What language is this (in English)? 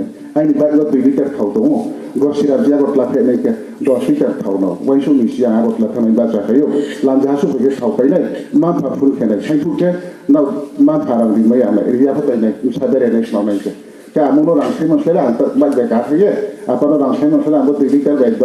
Riang (India)